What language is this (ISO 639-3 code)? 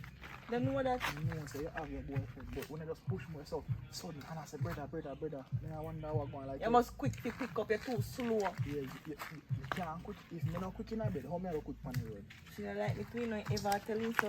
jam